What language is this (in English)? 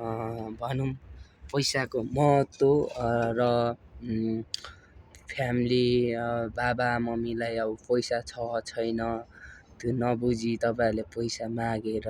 Nepali